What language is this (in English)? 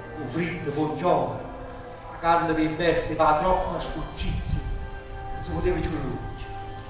Neapolitan